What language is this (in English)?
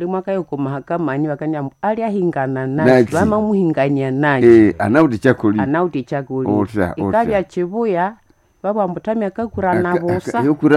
Nande